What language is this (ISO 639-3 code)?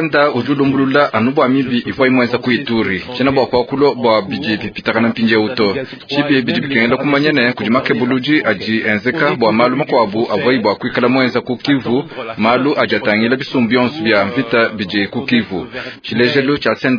lua